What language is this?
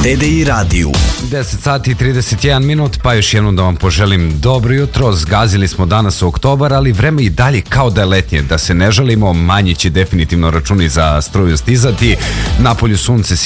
Serbian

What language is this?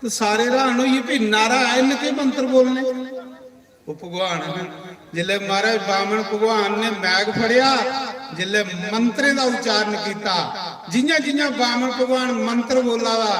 Dogri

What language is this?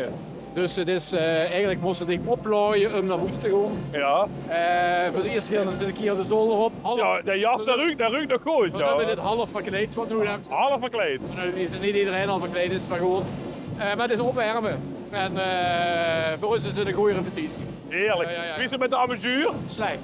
Limburgish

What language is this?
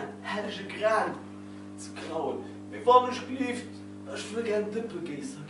Luxembourgish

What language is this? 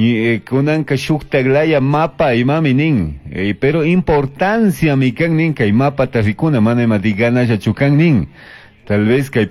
Chimborazo Highland Quichua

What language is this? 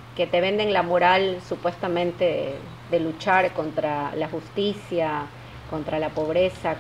Spanish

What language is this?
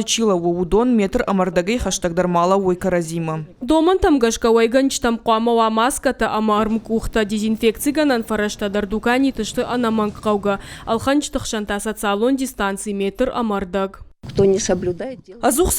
Ossetic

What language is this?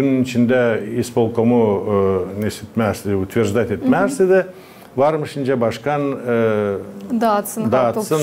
Gagauz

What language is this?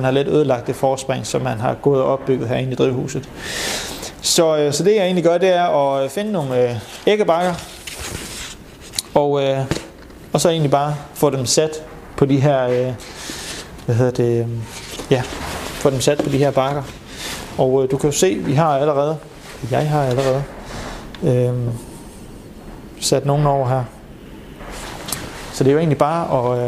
Danish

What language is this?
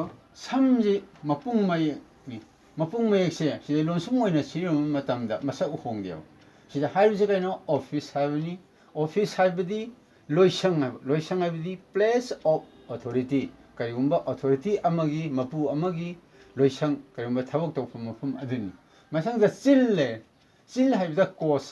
Manipuri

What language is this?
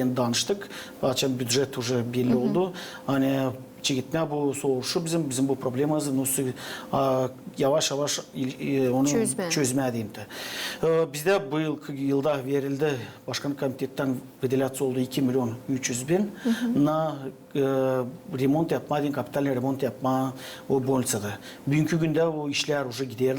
Gagauz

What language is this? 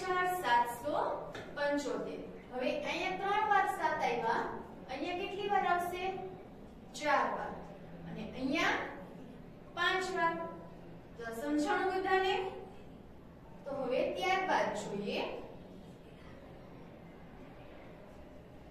Gujarati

